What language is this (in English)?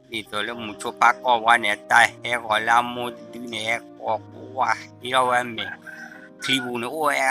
S'gaw Karen